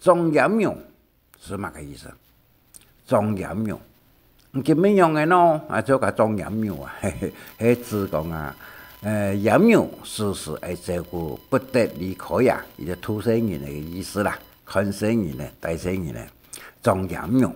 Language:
Hakka Chinese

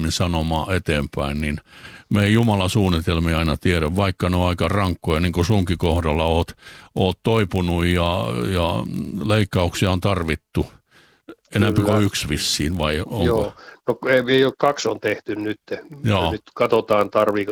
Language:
Finnish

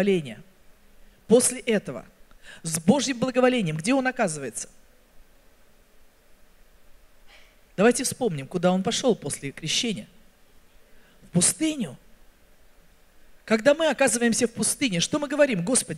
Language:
Russian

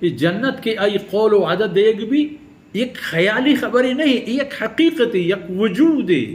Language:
Baluchi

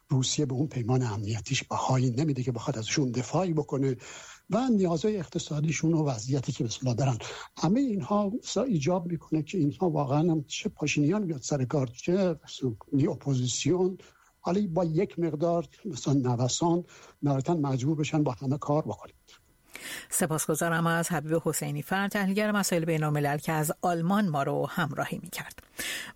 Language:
Persian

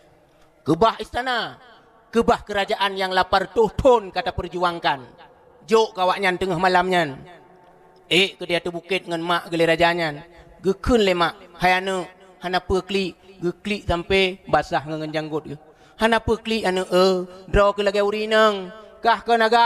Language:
Achinese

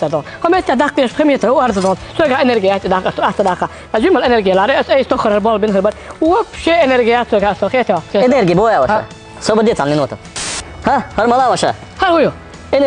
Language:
Chechen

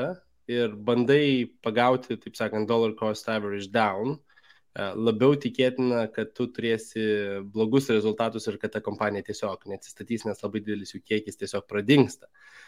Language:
Lithuanian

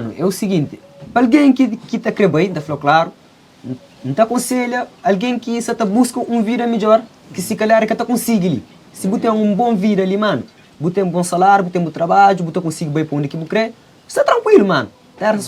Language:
Kabuverdianu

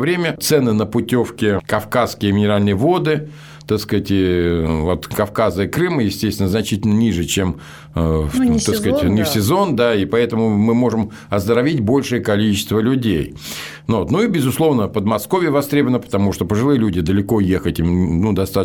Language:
Russian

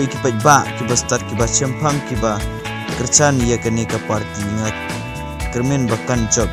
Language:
Khasi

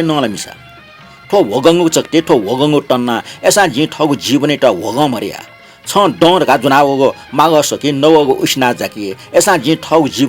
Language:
Newari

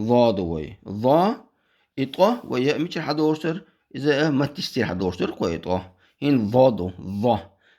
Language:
Chechen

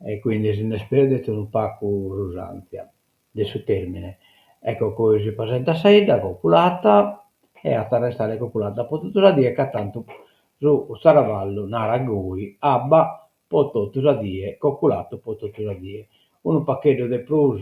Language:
Sardinian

